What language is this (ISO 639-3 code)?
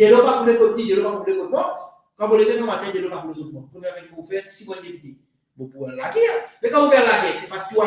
mfe